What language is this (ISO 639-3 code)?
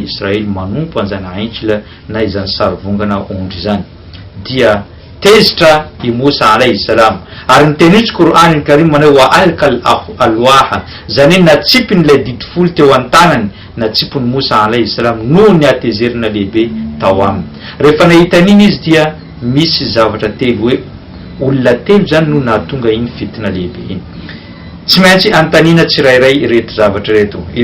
mlg